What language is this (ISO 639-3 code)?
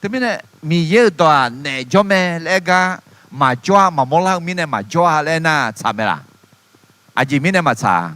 ahk